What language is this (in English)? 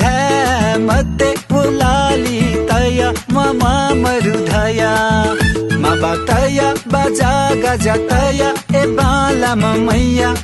Newari